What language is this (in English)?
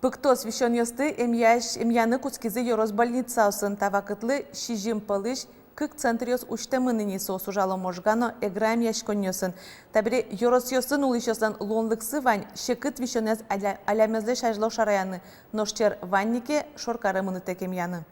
Udmurt